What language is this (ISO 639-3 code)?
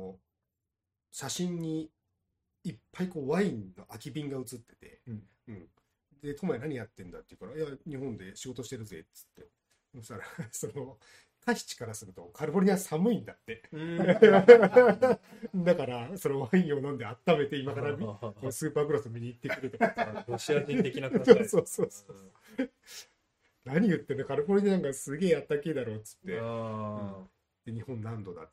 jpn